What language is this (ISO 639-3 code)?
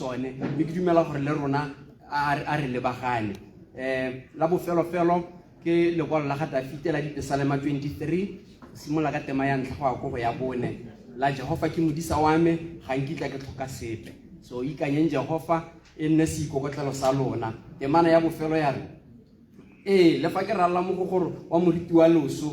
tsn